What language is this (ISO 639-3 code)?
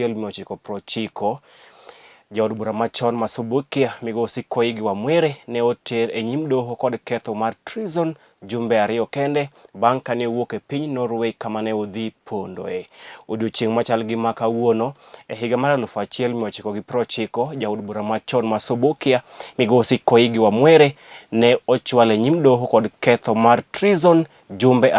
luo